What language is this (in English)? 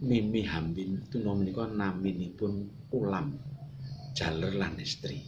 Javanese